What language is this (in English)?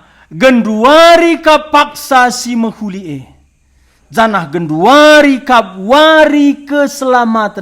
Batak Karo